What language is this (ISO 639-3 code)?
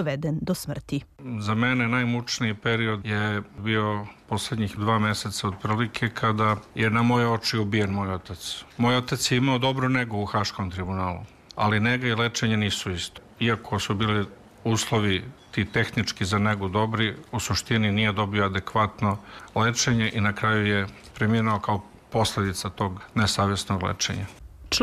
srp